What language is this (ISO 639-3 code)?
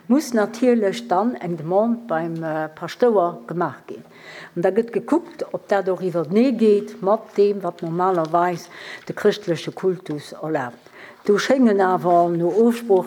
ltz